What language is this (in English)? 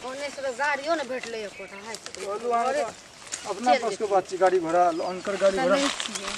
Maithili